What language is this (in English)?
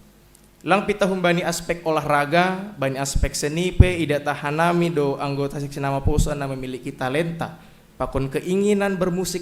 Batak Simalungun